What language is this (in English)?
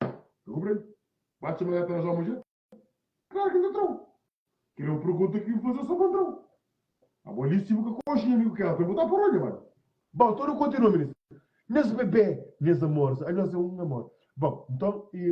Kabuverdianu